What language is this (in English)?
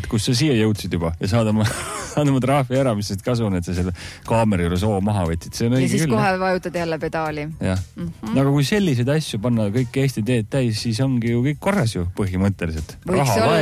Estonian